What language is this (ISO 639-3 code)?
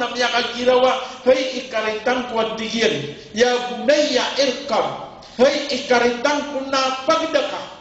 mrw